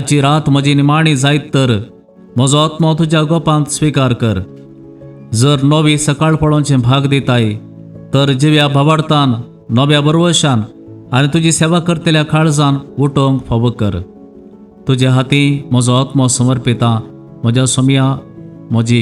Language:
Konkani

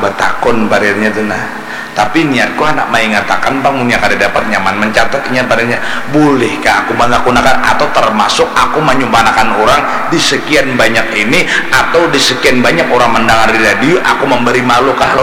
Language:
Banjar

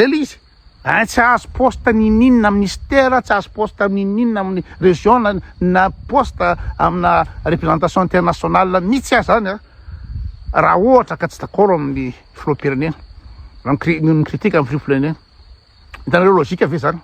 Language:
Malagasy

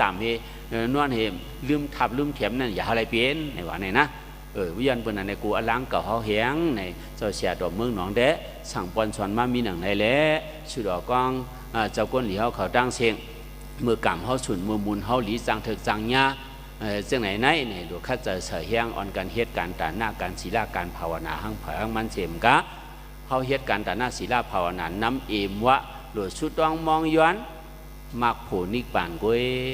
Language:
Shan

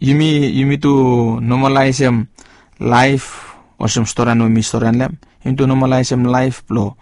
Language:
Bislama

